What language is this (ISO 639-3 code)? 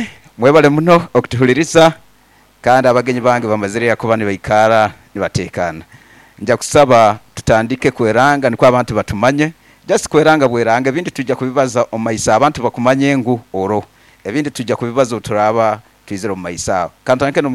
nyo